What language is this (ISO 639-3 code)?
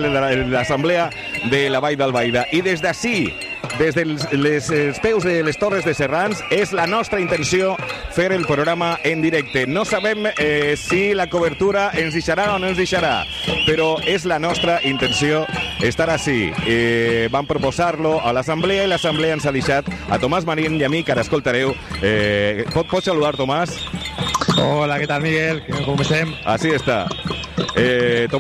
cat